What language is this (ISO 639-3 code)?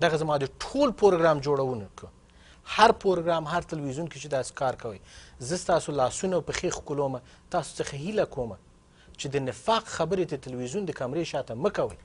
pus